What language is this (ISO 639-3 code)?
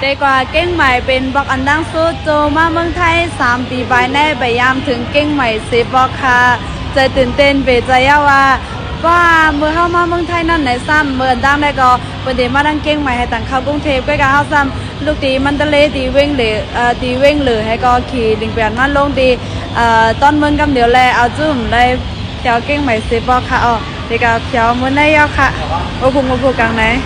shn